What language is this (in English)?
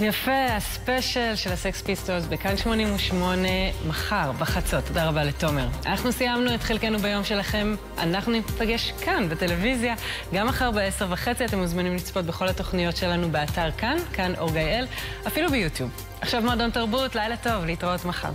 Hebrew